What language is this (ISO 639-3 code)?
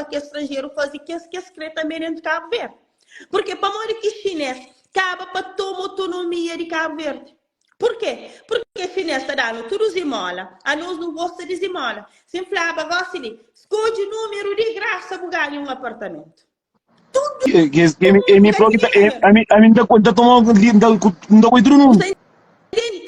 kea